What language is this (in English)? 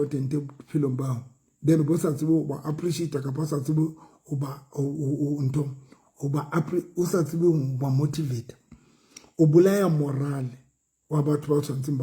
Southern Sotho